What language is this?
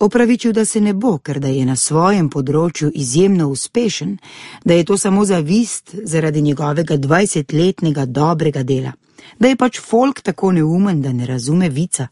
Slovenian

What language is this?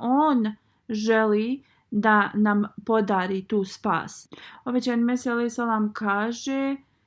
Bosnian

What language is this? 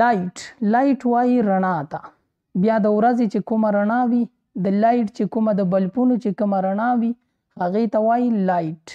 Pashto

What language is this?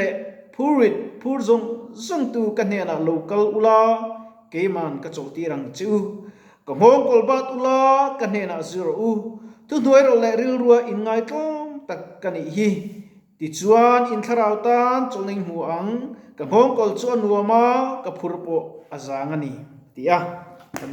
Mizo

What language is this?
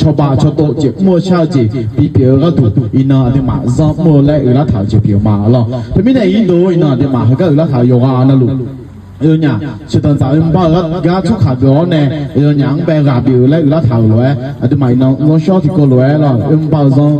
Akha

